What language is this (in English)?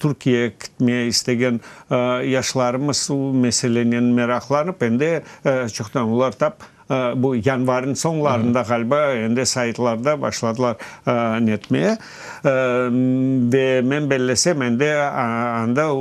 Crimean Tatar